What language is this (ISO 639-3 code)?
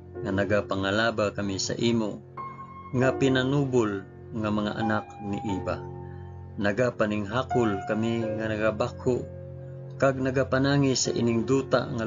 hil